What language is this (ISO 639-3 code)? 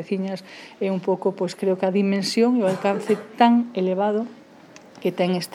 glg